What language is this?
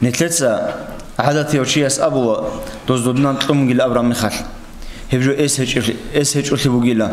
Avaric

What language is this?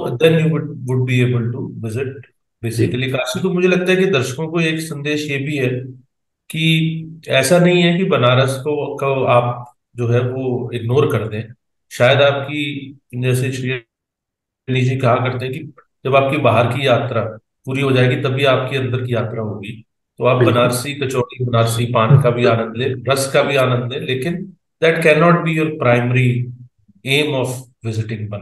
Hindi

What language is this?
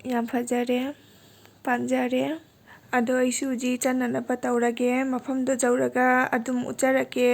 Manipuri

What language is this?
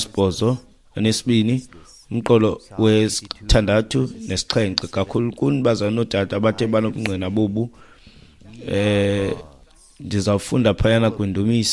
Xhosa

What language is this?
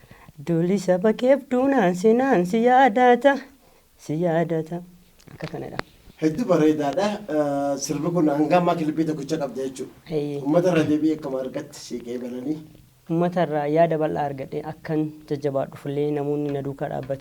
Oromo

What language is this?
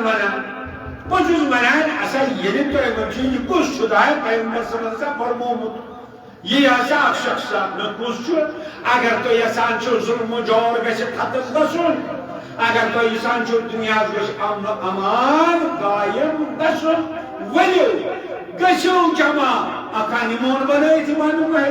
Kashmiri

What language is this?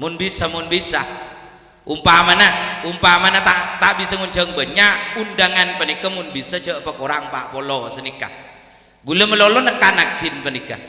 Madurese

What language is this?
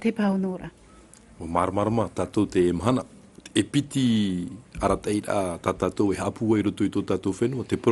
Tahitian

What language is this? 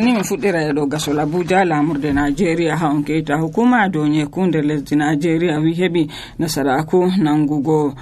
Nigerian Fulfulde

